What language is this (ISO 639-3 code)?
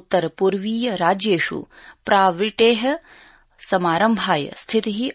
san